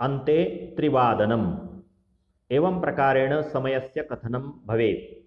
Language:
Sanskrit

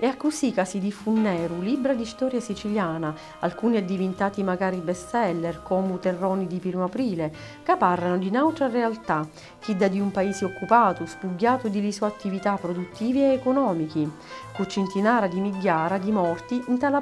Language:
Sicilian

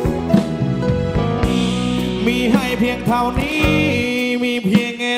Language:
Thai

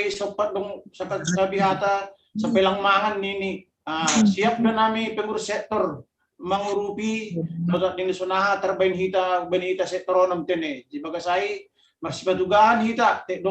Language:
Batak Simalungun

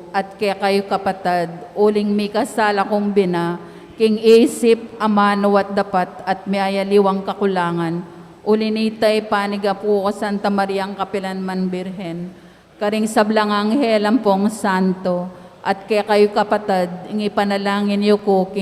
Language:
Pampanga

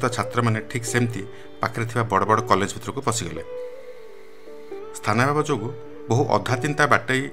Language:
Odia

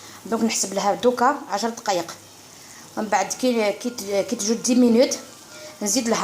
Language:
Algerian Arabic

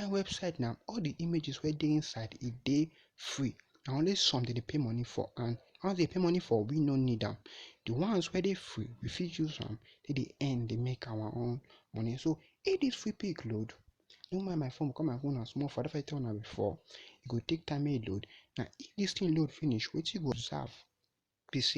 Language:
Nigerian Pidgin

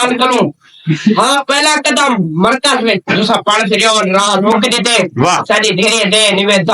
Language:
Saraiki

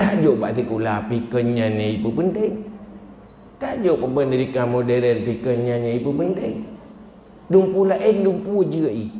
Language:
Achinese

